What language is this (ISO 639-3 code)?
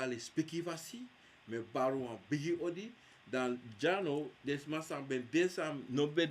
srn